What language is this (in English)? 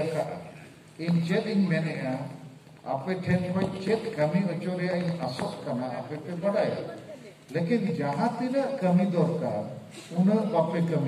Santali